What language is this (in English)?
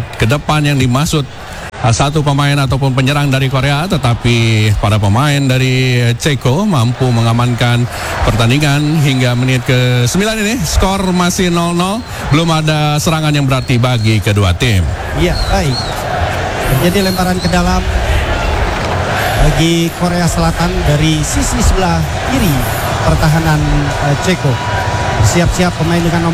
Indonesian